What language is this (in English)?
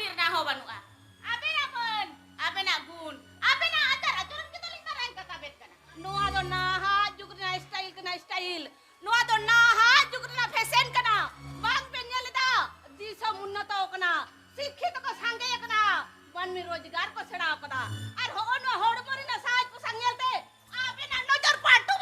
Santali